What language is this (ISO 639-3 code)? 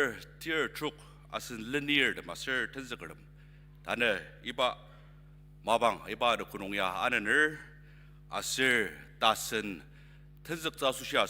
njo